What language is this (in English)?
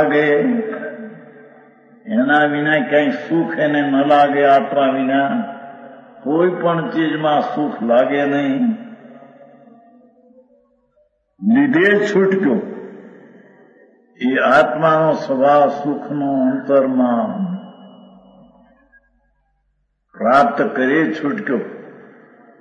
Gujarati